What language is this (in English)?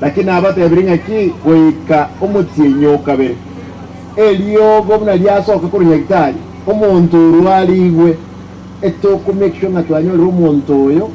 Gusii